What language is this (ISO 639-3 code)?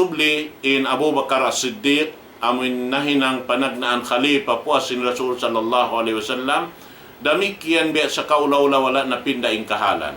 tsg